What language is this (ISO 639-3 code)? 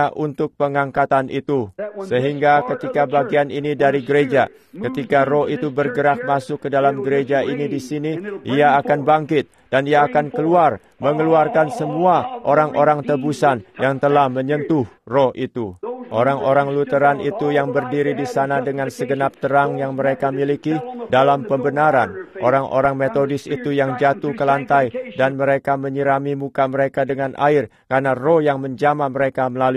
ind